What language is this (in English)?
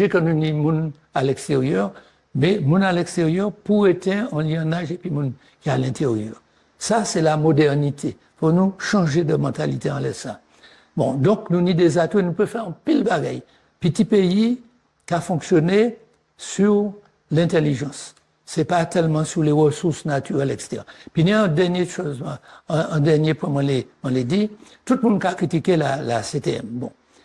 Guadeloupean Creole French